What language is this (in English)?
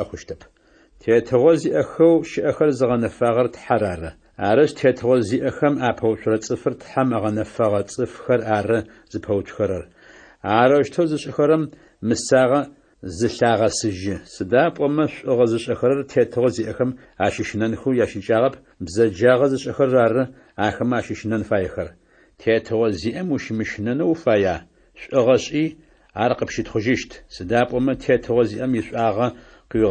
Adyghe